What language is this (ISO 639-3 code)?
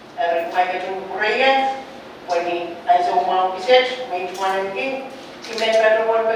pon